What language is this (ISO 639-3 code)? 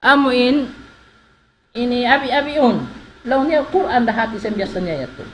tsg